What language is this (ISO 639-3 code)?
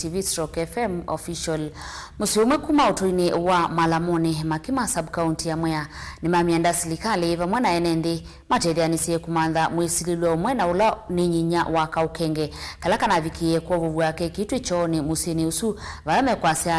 kam